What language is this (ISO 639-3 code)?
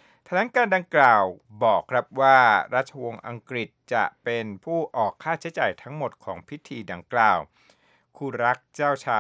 tha